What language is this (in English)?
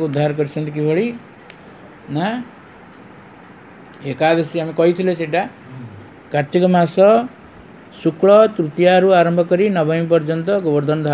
Odia